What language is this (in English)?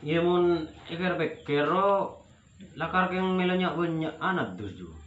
Madurese